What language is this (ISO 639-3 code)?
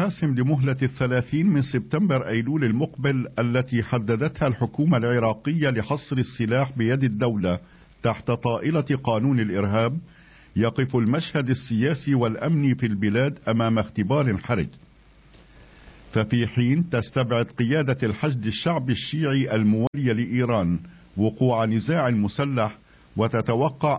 ara